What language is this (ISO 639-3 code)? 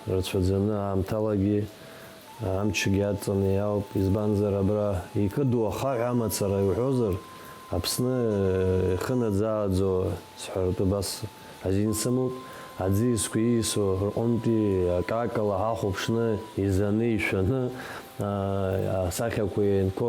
abk